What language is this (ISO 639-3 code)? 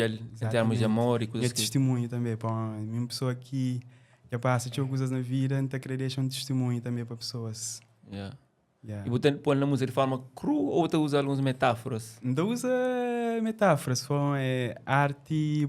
kea